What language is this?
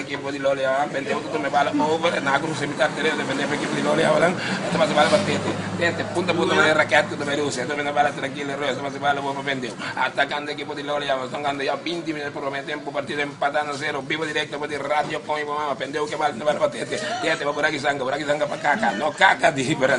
Papiamento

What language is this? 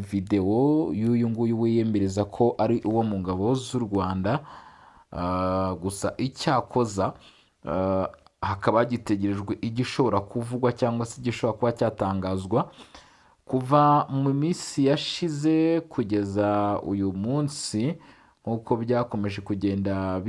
Kinyarwanda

